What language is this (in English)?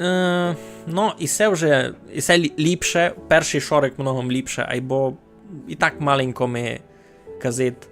Rusyn